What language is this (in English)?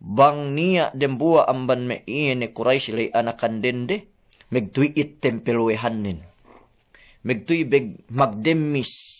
Yakan